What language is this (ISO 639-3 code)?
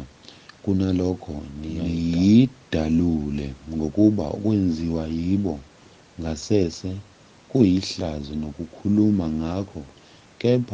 zul